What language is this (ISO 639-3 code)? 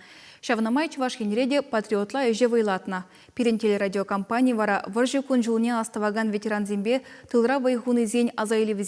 chv